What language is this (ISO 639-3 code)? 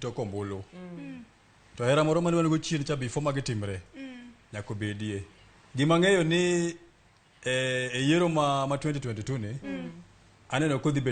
luo